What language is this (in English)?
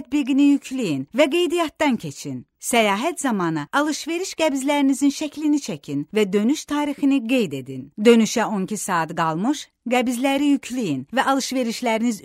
Azerbaijani